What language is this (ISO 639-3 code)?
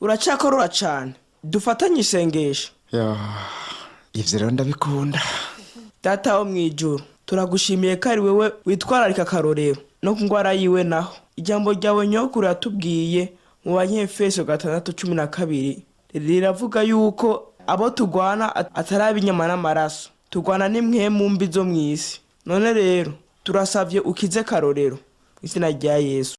run